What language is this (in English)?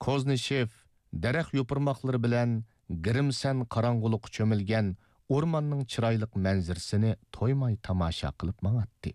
Uyghur